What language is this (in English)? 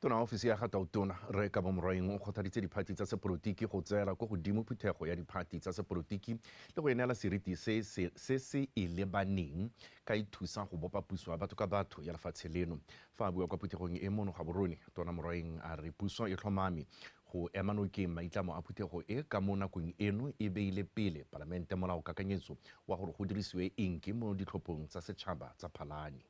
Tswana